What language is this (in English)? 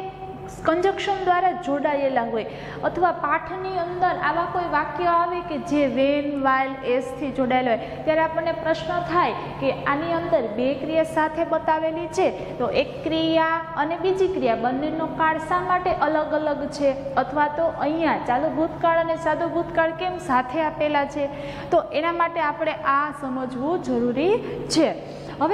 Gujarati